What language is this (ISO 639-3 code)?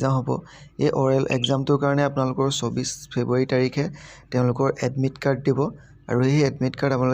asm